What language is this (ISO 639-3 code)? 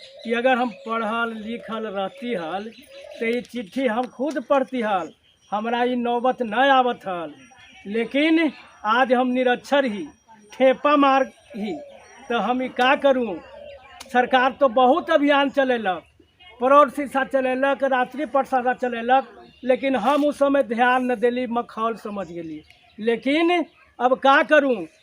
mag